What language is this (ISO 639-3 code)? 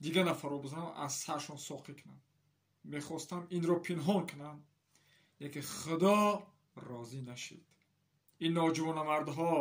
tgk